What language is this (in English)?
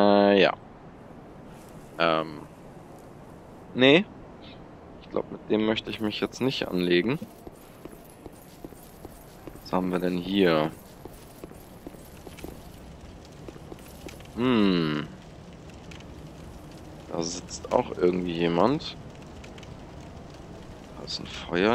German